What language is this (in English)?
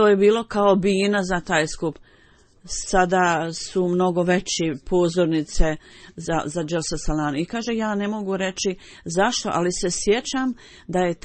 Bosnian